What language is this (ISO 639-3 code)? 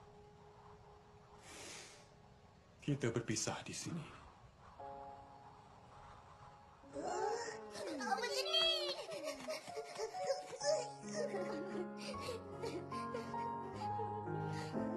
msa